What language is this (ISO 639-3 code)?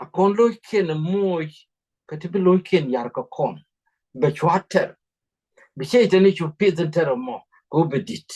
nus